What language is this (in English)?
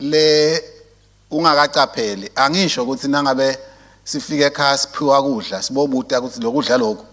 Swati